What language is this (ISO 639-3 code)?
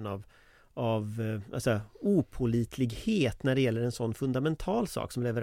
swe